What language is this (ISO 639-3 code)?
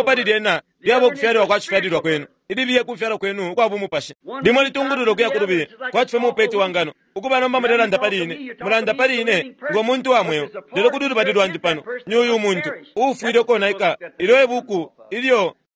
bem